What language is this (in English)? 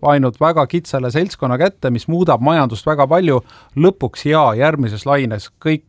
Estonian